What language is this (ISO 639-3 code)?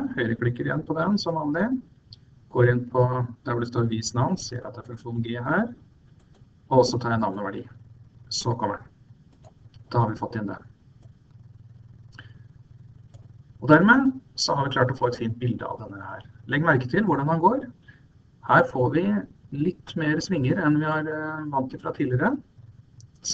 nor